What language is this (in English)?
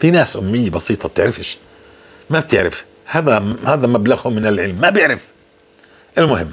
North Levantine Arabic